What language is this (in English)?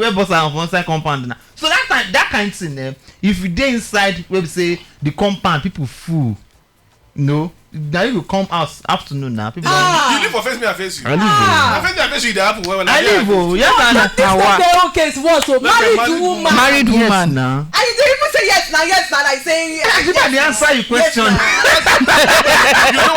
Nigerian Pidgin